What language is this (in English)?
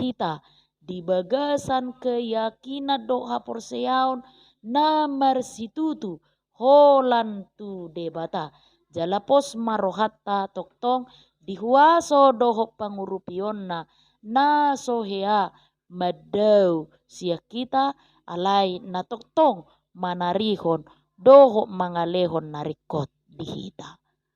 Batak Toba